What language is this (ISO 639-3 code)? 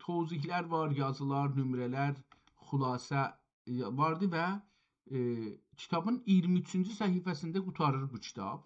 azb